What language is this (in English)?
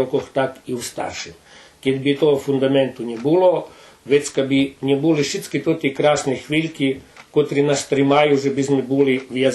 Rusyn